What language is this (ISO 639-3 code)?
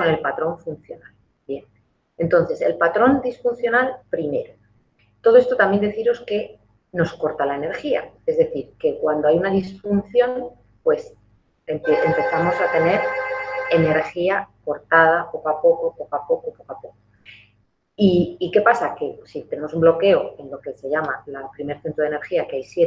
spa